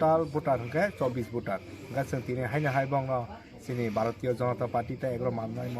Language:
Kok Borok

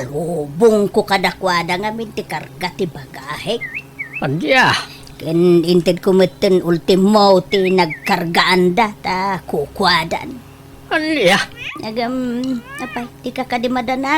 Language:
Iloko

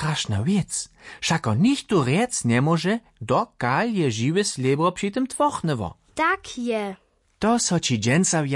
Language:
Upper Sorbian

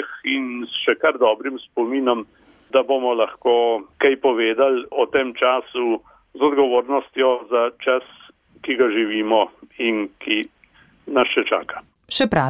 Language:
Slovenian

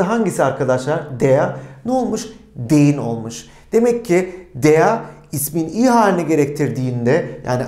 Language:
Turkish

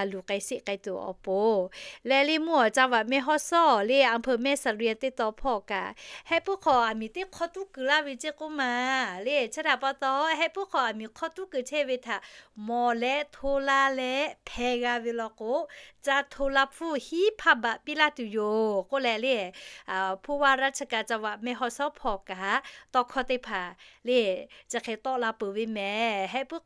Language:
Lahu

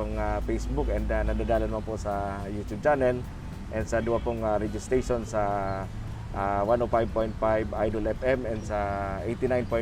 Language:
Bikol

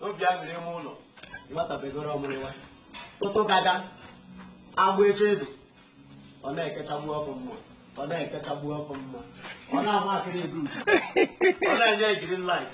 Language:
Igbo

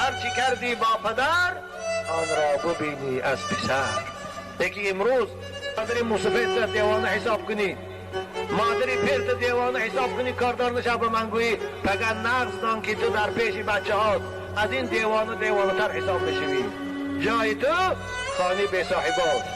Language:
Tajik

